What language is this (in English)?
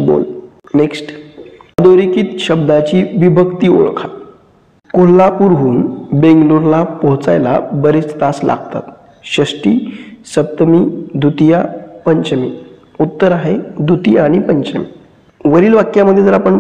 Marathi